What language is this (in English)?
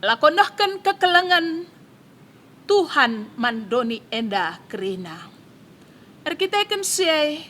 Batak Karo